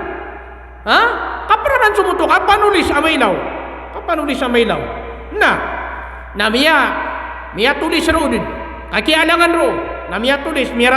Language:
Maranao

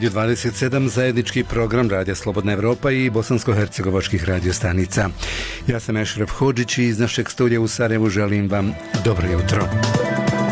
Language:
Bosnian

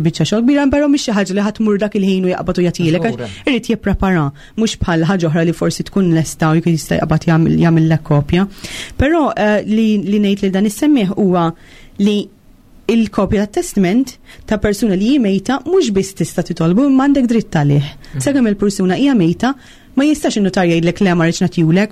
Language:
Maltese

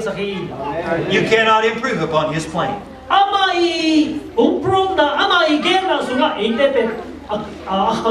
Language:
Tedim Chin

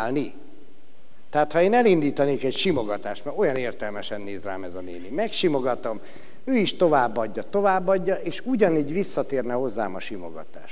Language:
Hungarian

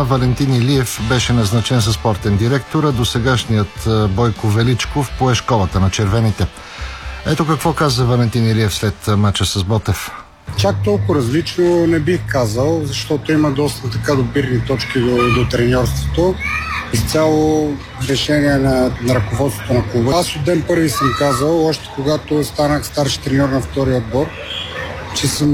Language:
Bulgarian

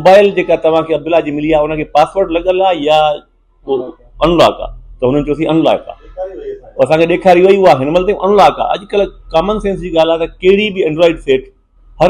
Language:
Sindhi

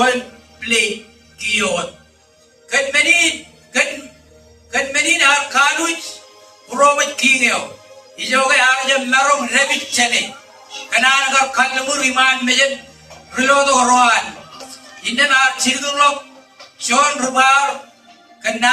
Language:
Marshallese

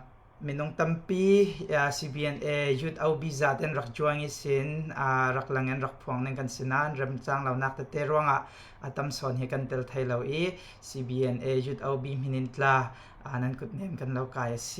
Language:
Falam Chin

